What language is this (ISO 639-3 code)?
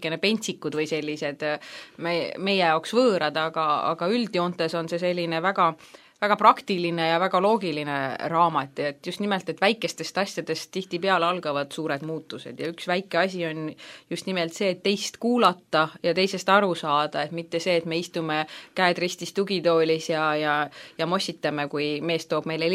est